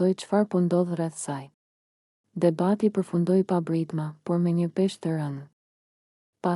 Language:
Albanian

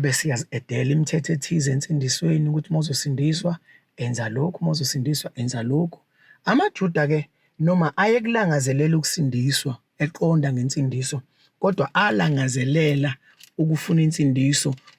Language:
Zulu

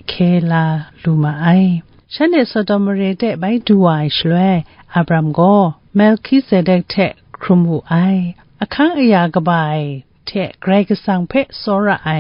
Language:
Kachin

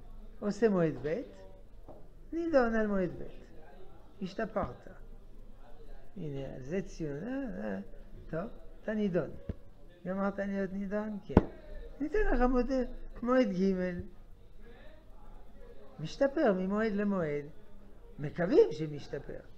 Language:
Hebrew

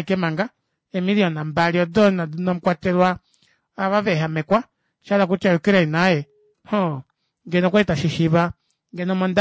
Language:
Kuanyama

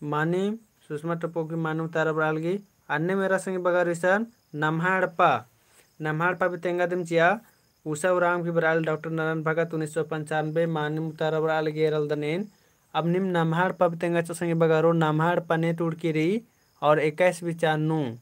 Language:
Kurukh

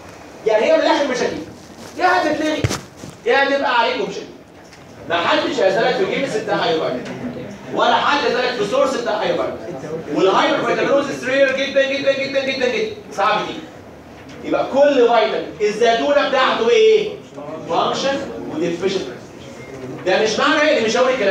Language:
Egyptian Arabic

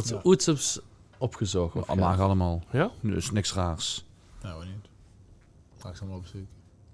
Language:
Limburgish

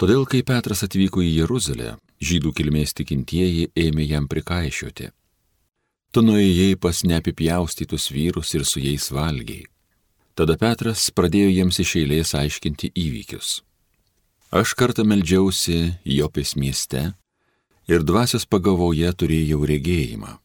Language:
Lithuanian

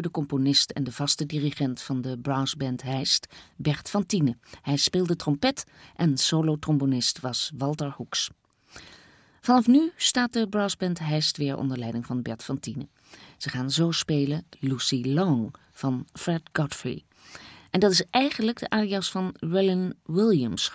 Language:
Dutch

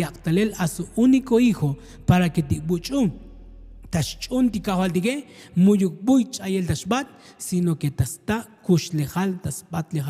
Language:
Tzotzil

